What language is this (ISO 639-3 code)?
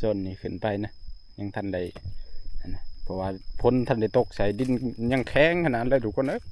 tts